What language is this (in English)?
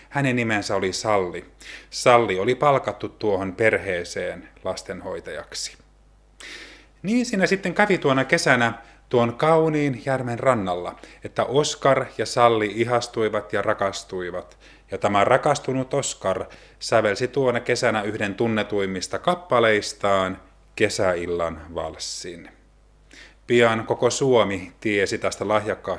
Finnish